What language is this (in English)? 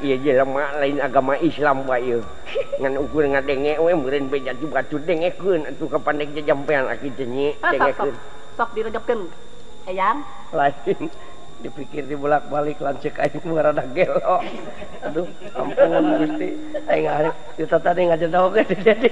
Sundanese